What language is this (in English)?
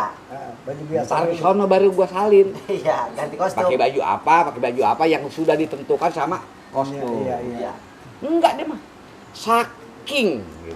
Betawi